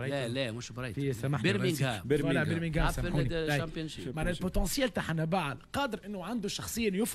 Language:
Tunisian Arabic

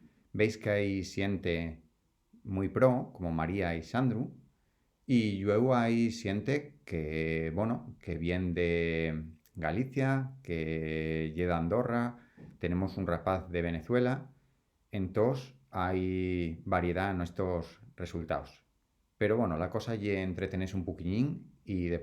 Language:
Asturian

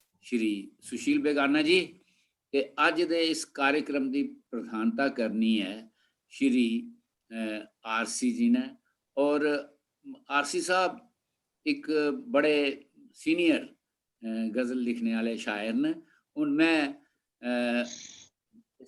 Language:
Dogri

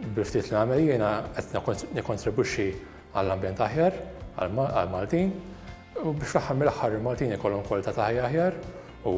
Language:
Maltese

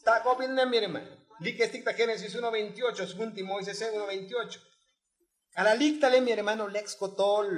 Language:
Tzotzil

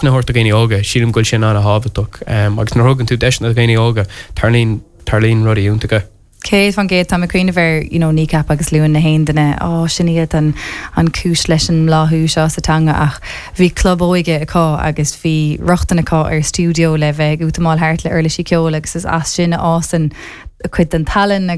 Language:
Irish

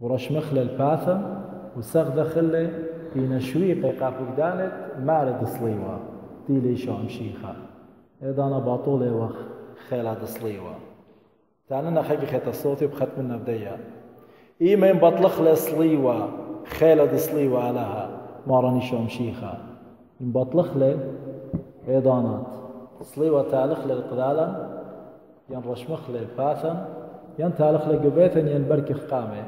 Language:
Assyrian Neo-Aramaic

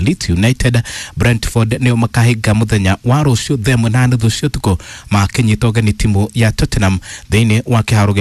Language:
Kikuyu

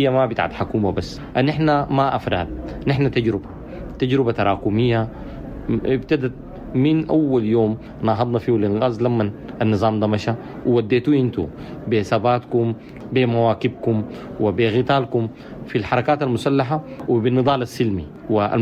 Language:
Sudanese Arabic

